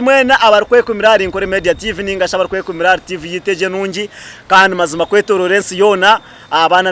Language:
Nyankole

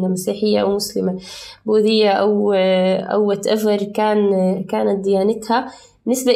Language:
North Levantine Arabic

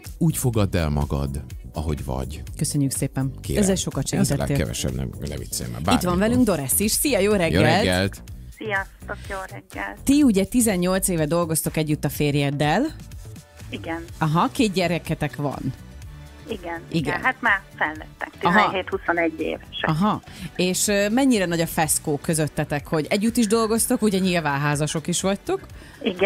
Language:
Hungarian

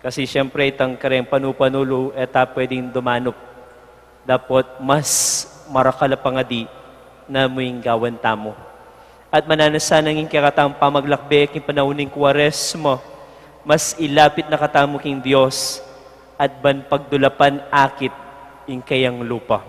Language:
Pampanga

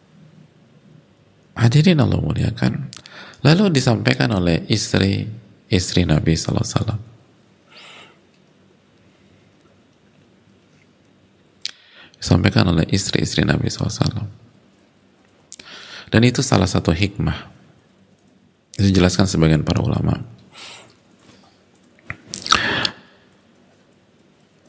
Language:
Indonesian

